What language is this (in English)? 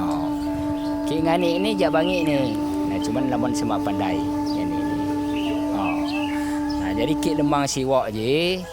Lampung Api